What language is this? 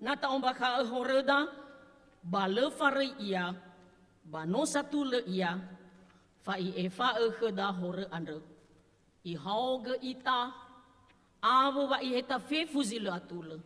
Nias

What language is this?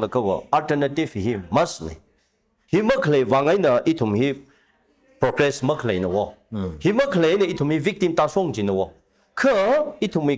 Tangkhul Naga (India)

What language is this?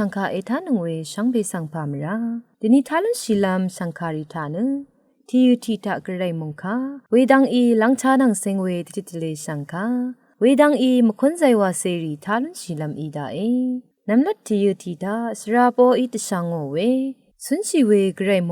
Rawang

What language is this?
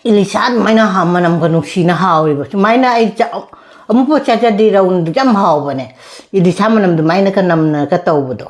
Manipuri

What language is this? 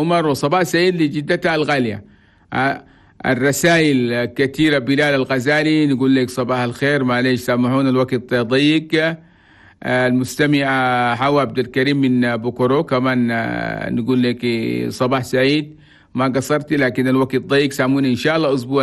Chadian Arabic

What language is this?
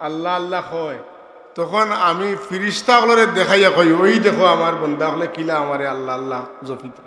Sylheti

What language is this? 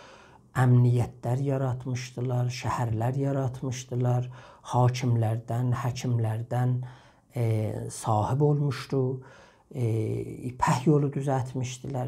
South Azerbaijani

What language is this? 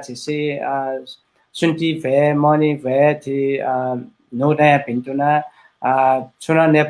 Newari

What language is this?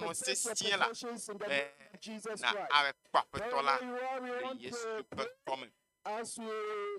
Ewe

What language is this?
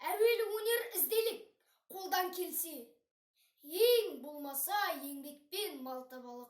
Kazakh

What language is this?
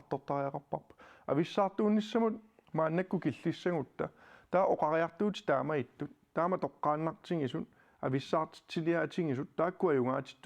Kalaallisut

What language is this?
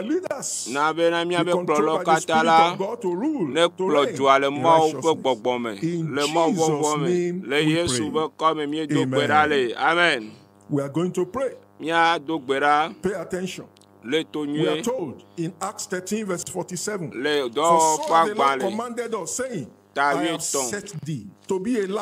Ewe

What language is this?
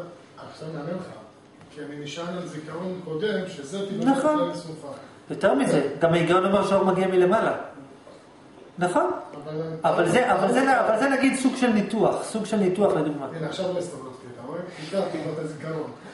Hebrew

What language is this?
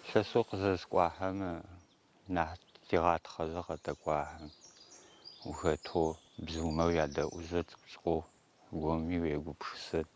Adyghe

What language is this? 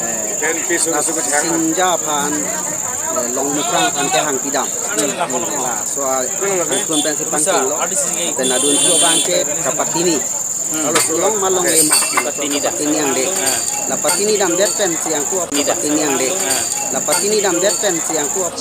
Karbi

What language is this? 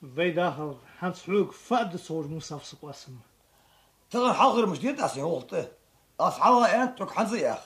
Ingush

